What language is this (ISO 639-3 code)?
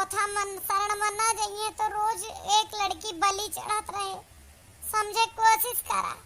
awa